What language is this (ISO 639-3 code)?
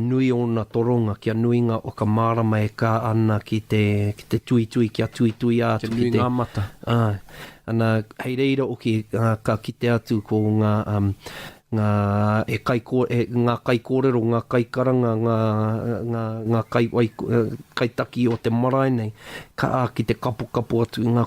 mri